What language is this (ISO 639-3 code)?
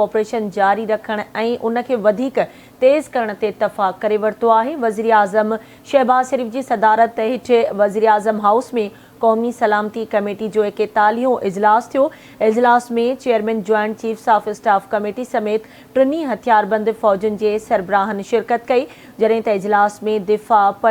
snd